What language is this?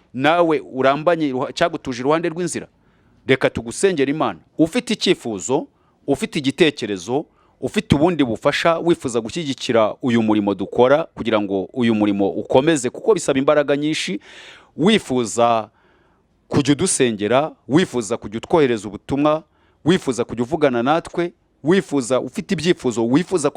Kinyarwanda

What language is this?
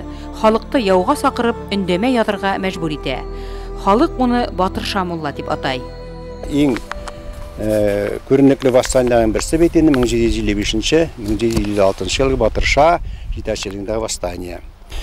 Bashkir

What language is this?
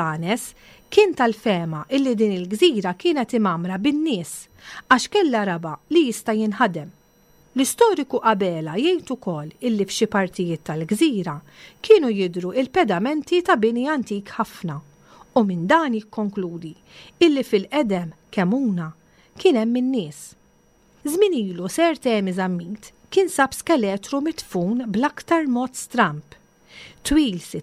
Maltese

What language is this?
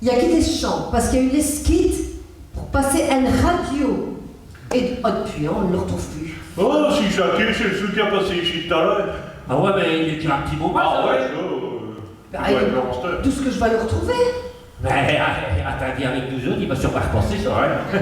Picard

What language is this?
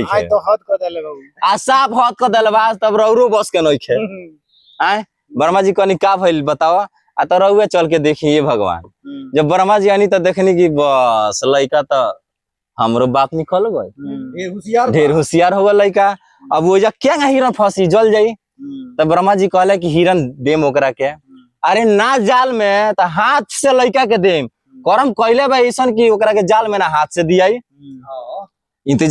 Bhojpuri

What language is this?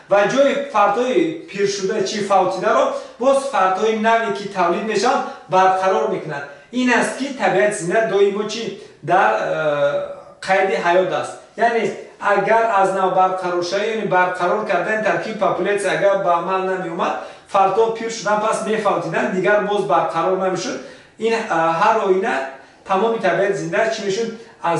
Tajik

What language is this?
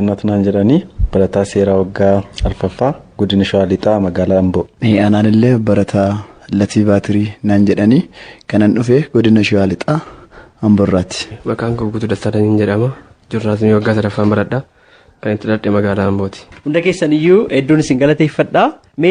Oromo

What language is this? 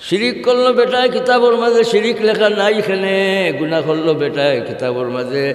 Sylheti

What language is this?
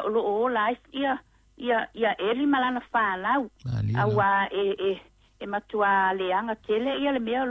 Samoan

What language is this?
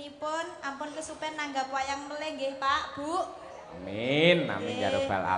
Javanese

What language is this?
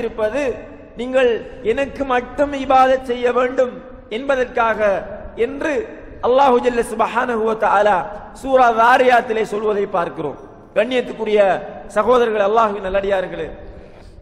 Tamil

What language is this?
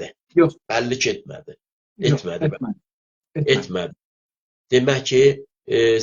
South Azerbaijani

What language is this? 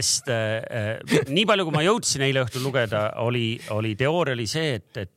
Estonian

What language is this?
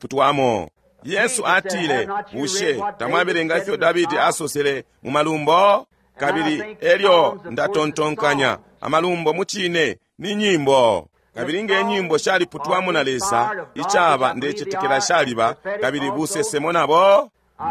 Bemba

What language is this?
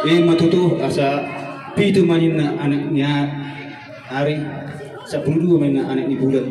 Batak Toba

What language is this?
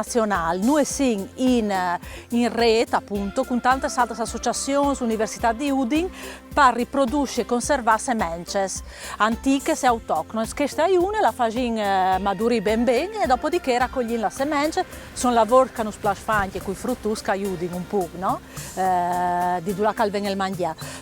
Friulian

